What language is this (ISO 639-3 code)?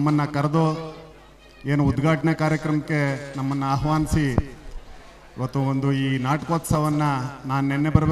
kan